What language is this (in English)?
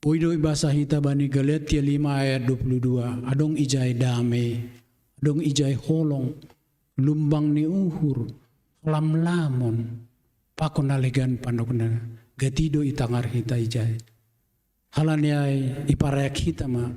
Batak Simalungun